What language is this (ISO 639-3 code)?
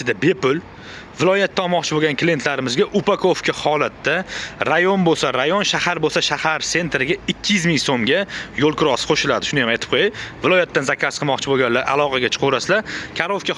uzb